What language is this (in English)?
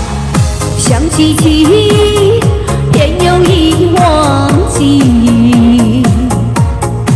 Chinese